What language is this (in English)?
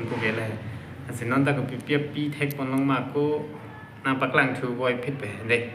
Karbi